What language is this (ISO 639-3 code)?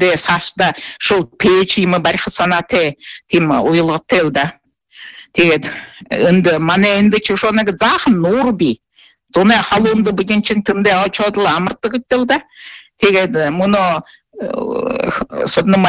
bua